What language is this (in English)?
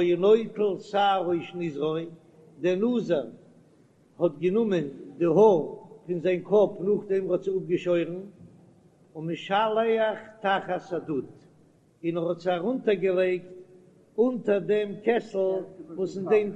Yiddish